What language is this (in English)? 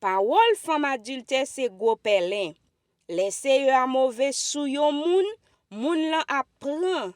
Haitian Creole